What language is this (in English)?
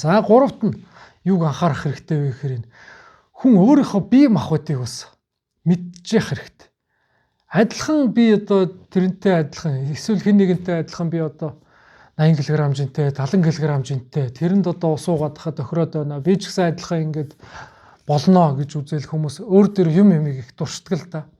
Mongolian